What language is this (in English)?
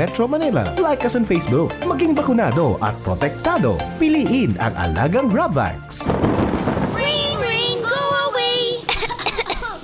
Bikol